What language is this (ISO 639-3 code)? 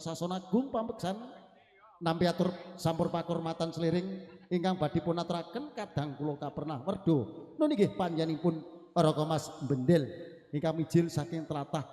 jav